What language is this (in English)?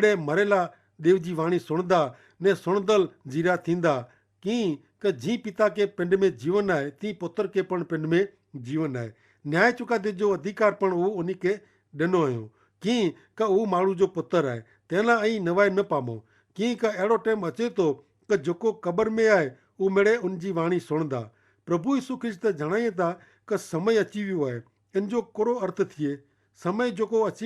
Kachhi